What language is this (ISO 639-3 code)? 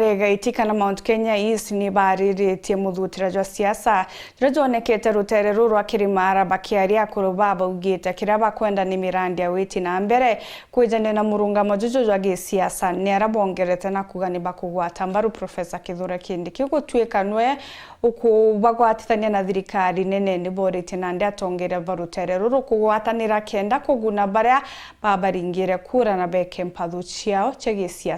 mer